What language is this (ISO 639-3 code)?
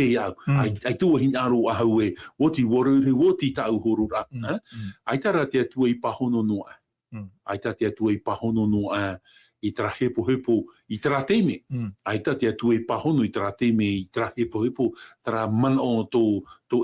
tah